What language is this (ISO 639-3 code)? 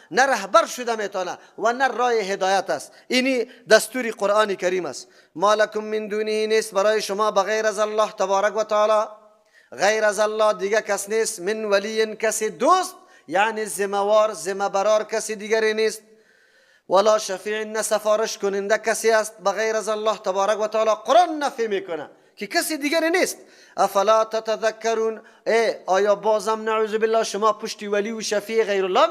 fas